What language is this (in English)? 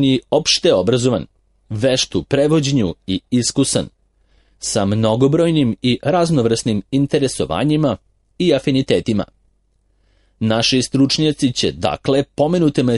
Serbian